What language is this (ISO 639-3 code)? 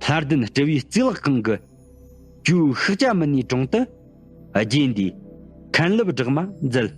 bod